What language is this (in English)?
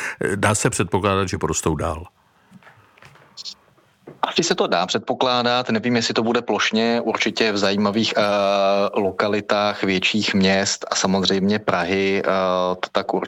Czech